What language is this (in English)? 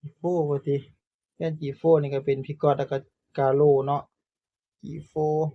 Northeastern Thai